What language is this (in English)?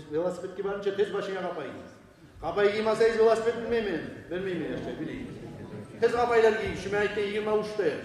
Kumyk